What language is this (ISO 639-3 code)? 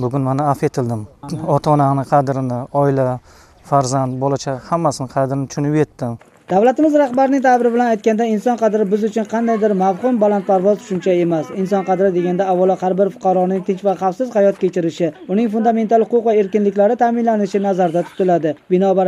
uzb